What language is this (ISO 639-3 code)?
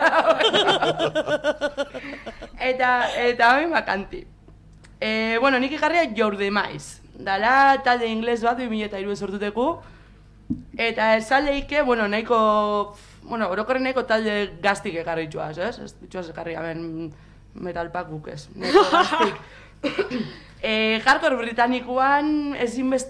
eus